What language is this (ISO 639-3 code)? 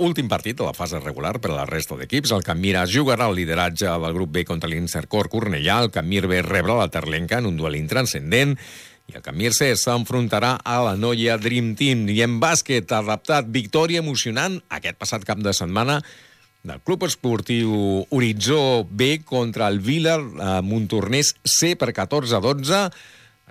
cat